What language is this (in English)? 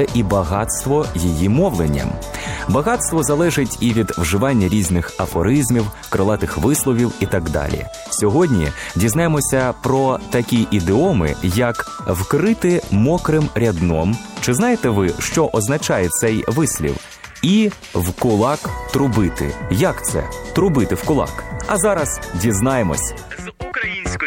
Ukrainian